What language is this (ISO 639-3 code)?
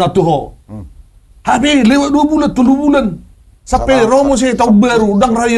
bbc